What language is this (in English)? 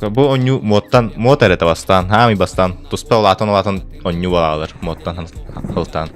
Yakut